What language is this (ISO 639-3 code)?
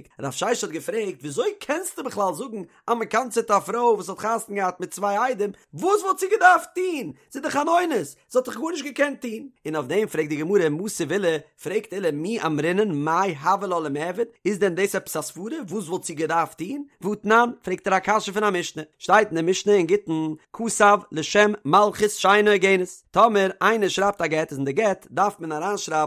yid